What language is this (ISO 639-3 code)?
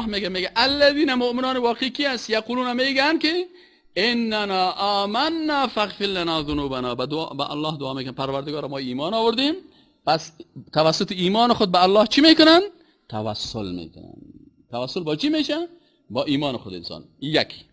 fas